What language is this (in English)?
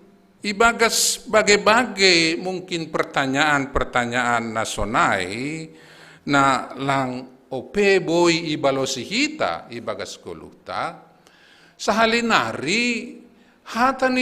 Batak Simalungun